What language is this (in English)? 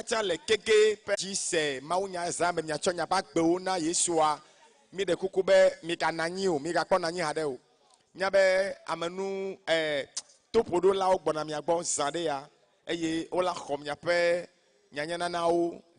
Ewe